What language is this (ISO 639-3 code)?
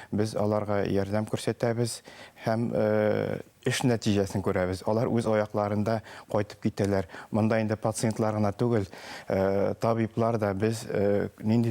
bak